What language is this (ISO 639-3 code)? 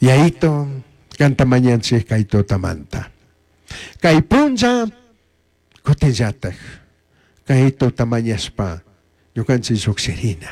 qug